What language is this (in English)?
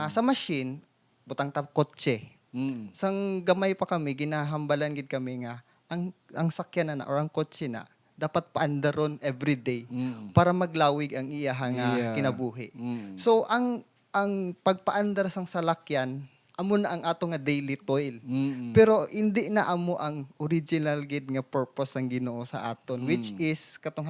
Hiligaynon